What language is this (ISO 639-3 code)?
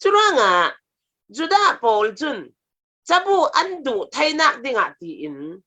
cfm